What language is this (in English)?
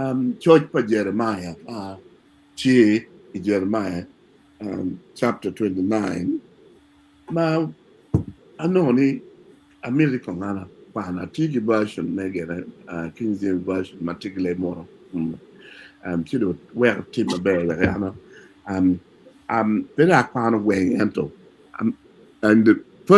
Acoli